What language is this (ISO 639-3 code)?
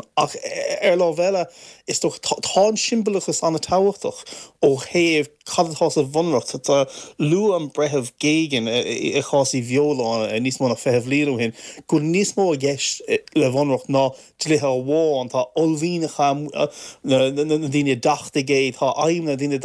gle